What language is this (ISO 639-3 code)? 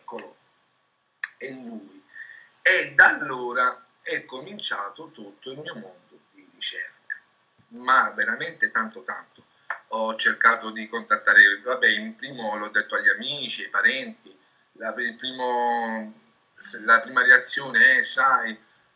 ita